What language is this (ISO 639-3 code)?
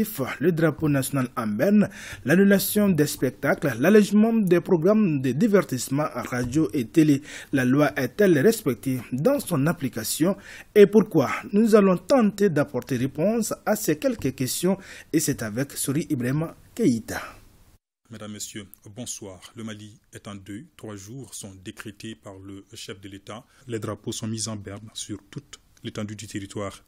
fra